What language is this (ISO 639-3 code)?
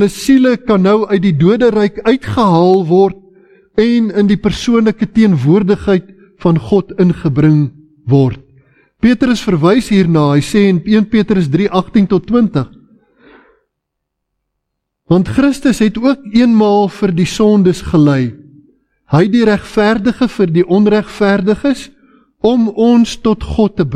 afr